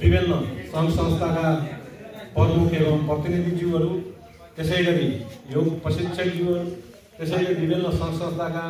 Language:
Nepali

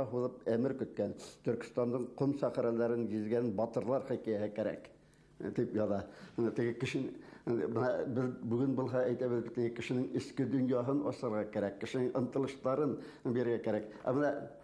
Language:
Bashkir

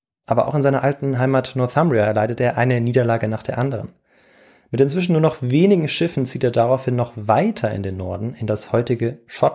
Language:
German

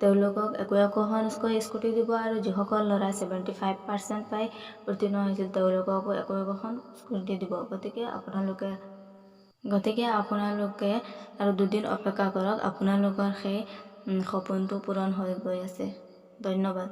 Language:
Assamese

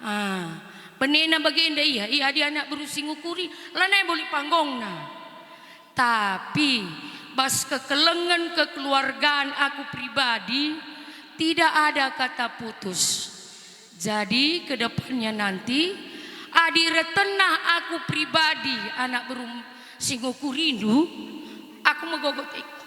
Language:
Batak Karo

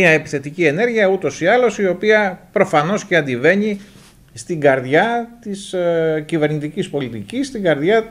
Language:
Greek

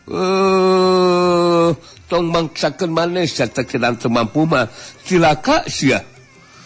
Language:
Sundanese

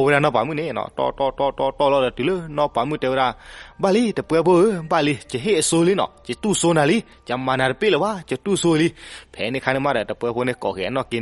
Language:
S'gaw Karen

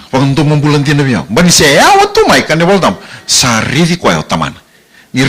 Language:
Fijian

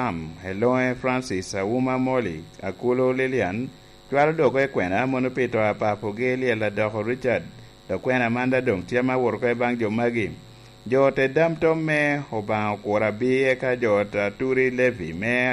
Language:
Lango (Uganda)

